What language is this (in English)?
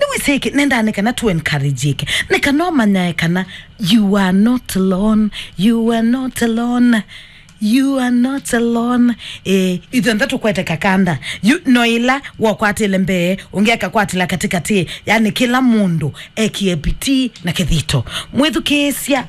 Kamba